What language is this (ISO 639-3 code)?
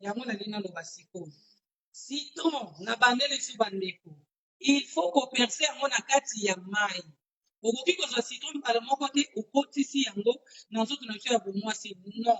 lin